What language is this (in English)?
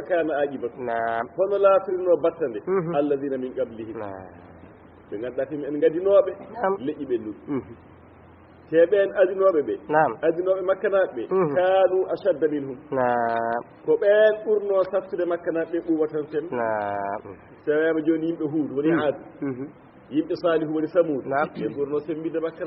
Fula